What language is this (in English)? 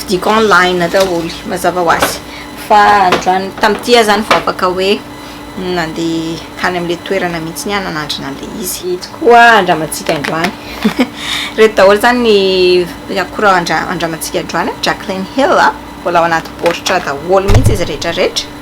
Malagasy